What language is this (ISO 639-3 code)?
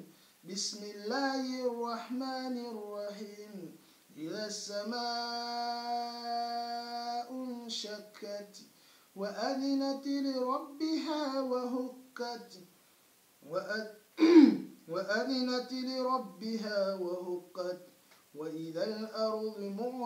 ara